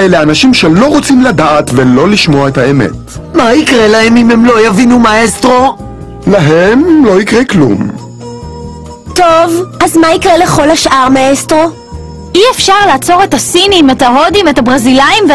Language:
Hebrew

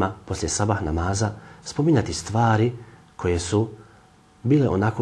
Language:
Bosnian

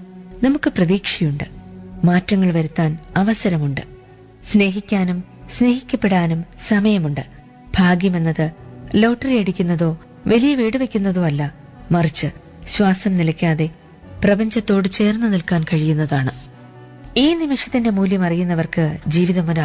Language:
Malayalam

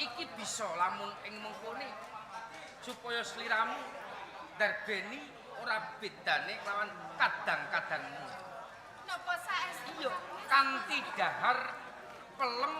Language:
Javanese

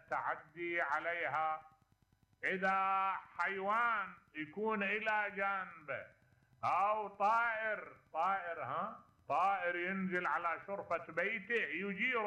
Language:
Mesopotamian Arabic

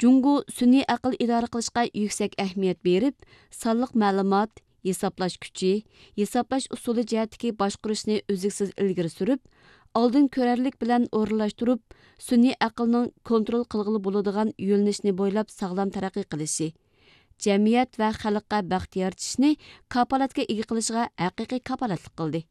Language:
Uyghur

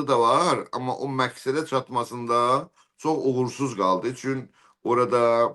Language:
South Azerbaijani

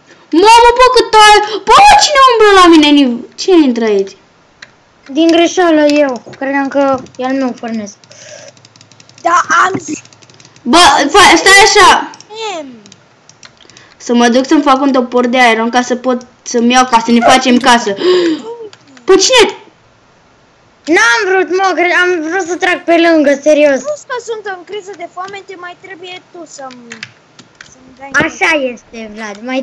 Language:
Romanian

